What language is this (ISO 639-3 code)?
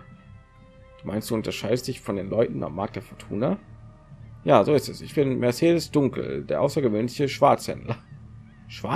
deu